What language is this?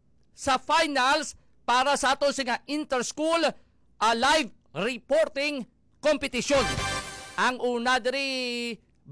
Hiligaynon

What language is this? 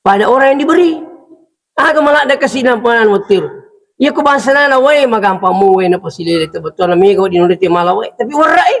Buginese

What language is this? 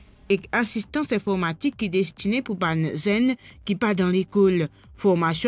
Morisyen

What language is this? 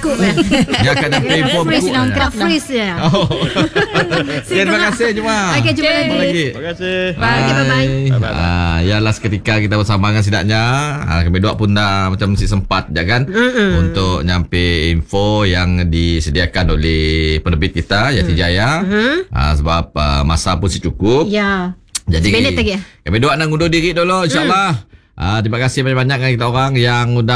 Malay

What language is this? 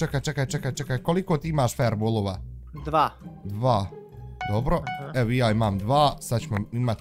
Bosnian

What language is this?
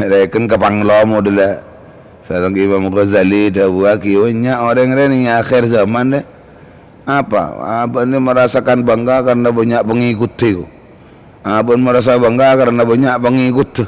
Madurese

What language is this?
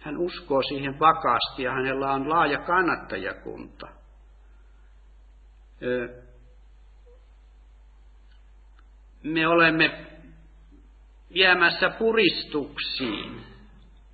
Finnish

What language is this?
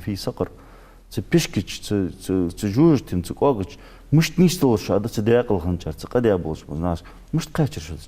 Ingush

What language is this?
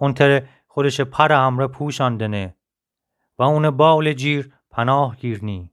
Gilaki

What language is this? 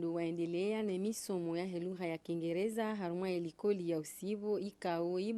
Ngazidja Comorian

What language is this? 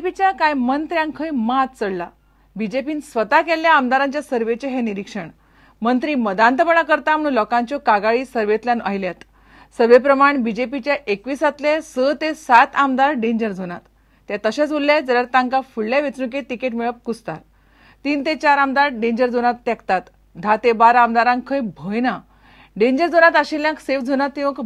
Konkani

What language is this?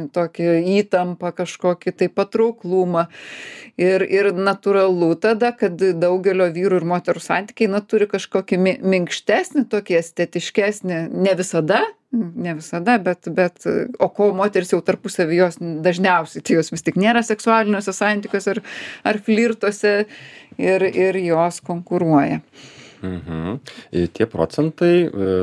Lithuanian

